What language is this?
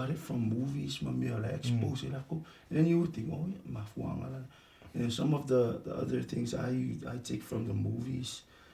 Samoan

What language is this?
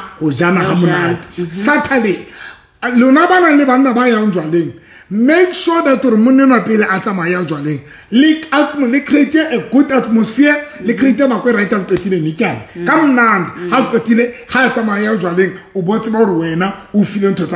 Southern Sotho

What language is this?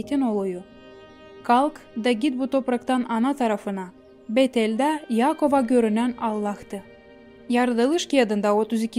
Gagauz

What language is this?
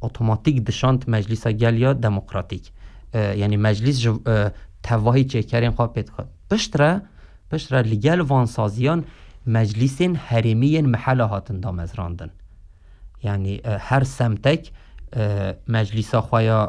Kurdish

